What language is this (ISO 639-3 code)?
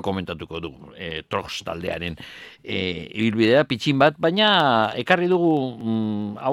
eus